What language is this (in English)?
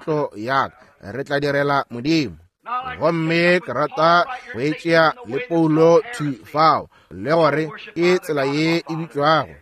Northern Sotho